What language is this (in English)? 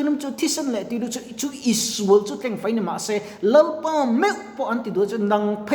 Mizo